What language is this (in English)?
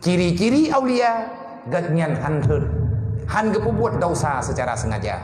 Achinese